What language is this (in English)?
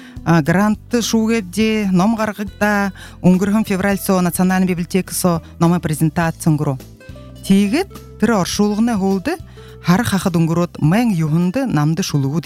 Buriat